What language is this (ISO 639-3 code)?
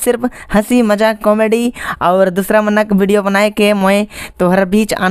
sck